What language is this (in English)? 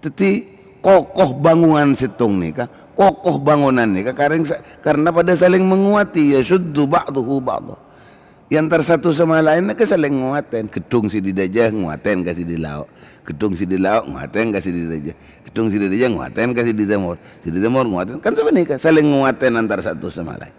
Madurese